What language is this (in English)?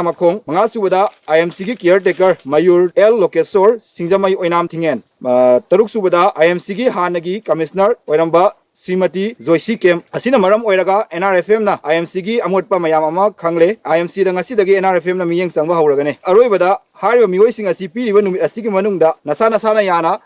Manipuri